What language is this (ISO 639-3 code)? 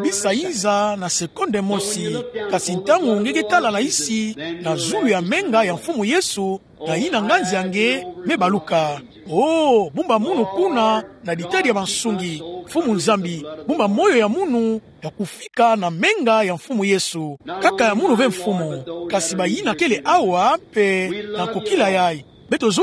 ktu